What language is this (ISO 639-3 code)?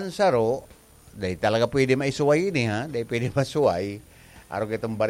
bik